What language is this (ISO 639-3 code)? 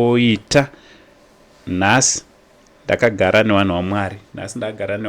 sna